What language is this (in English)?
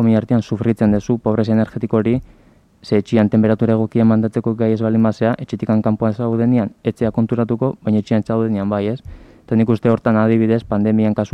Basque